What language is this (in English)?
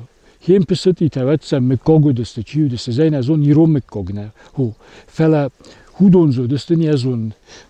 Ossetic